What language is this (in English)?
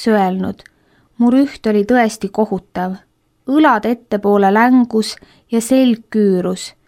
Estonian